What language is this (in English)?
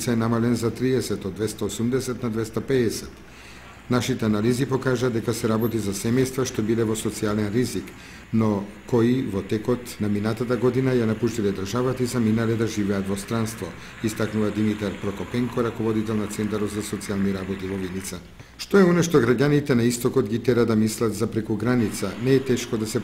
Macedonian